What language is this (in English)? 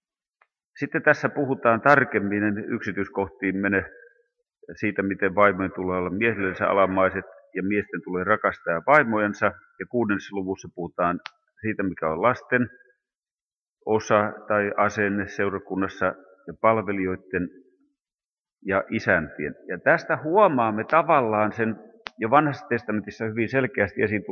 Finnish